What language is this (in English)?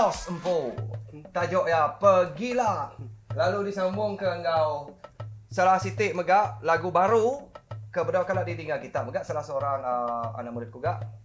Iban